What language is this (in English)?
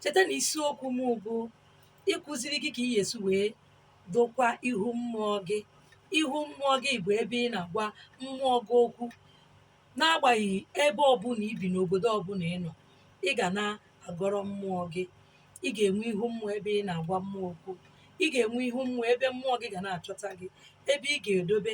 Igbo